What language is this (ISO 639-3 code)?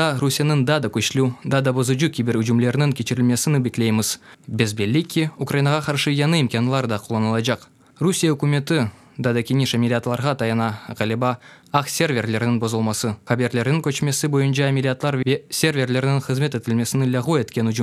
crh